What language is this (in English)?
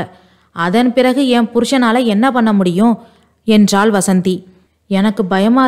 Tamil